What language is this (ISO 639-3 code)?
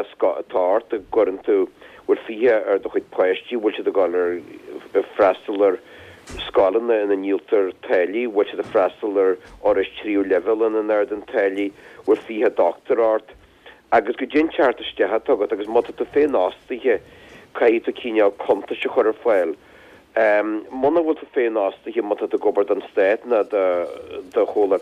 gle